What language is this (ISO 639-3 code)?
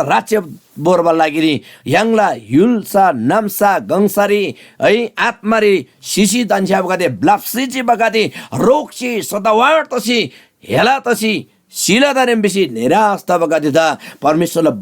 taj